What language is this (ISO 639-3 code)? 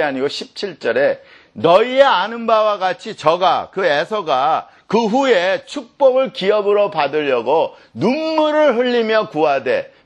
kor